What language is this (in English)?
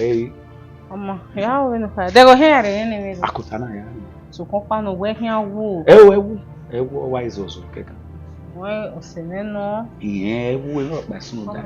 Bini